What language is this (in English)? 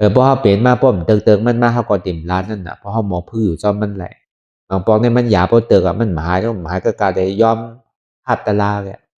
Shan